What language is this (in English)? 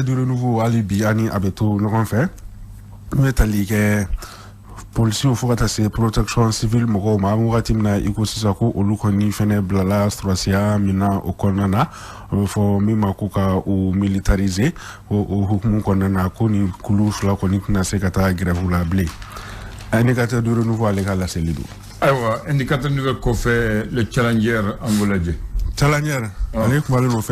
Bambara